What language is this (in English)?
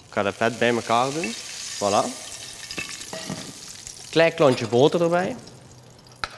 Dutch